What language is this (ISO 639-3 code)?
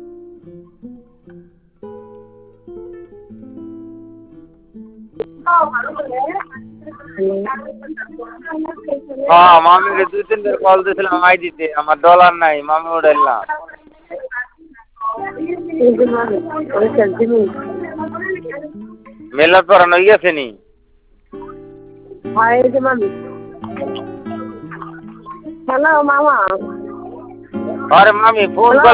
ben